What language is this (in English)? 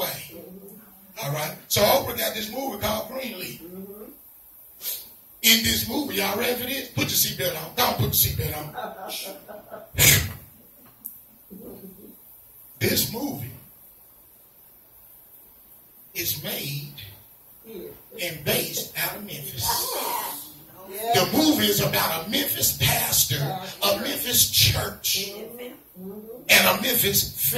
English